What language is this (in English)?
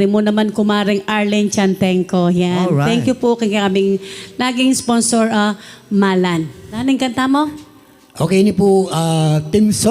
Pampanga